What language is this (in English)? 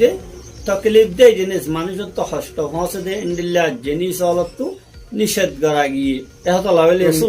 Rohingya